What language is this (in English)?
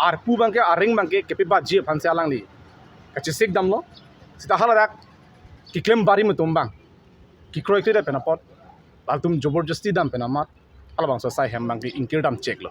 Karbi